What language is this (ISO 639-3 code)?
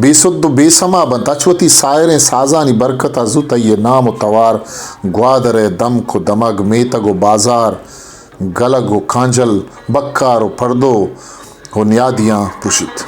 bal